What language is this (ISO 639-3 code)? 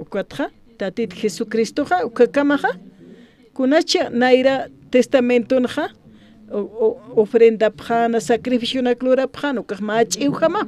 aym